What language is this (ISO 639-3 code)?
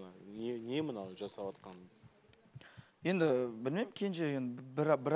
kaz